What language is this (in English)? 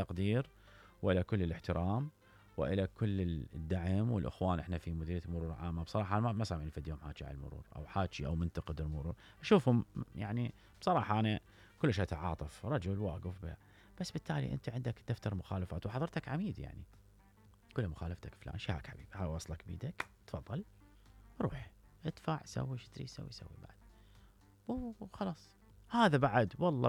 Mesopotamian Arabic